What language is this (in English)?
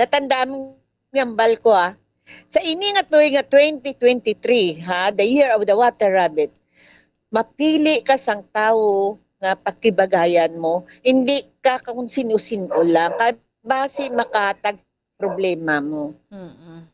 Hiligaynon